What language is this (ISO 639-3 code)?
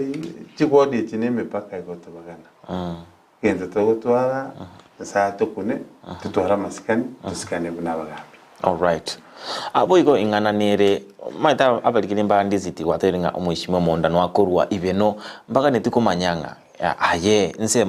guz